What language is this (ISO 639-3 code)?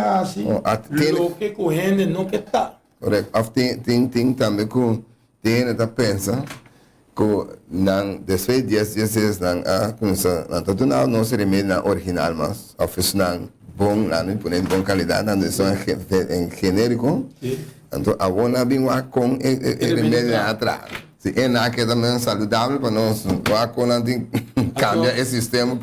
pap